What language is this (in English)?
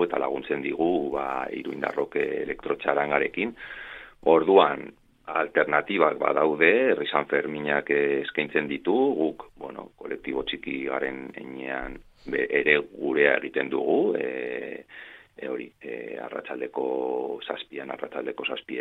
Basque